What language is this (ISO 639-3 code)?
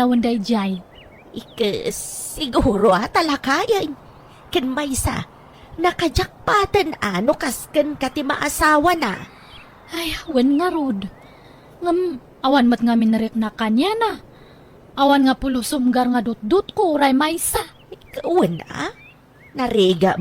ilo